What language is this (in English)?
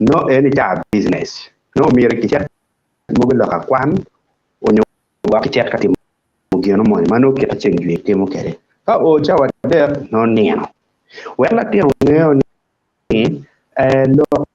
Acoli